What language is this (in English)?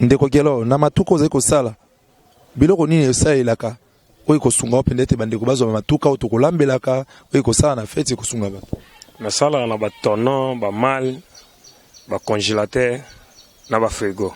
Lingala